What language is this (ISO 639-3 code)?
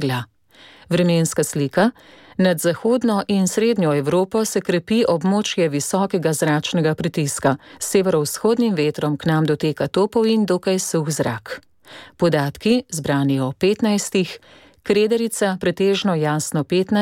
slv